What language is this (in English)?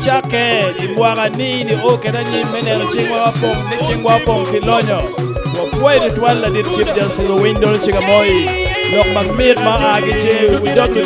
Acoli